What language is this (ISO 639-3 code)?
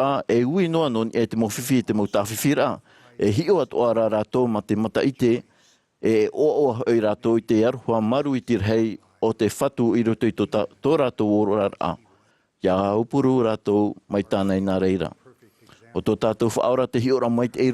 tah